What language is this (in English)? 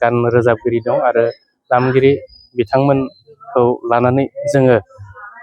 Bodo